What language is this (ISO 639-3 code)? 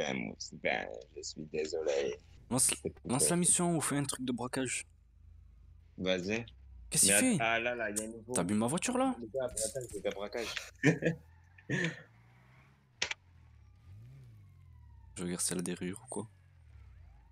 fra